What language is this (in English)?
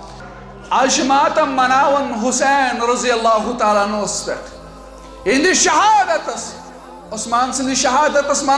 Kashmiri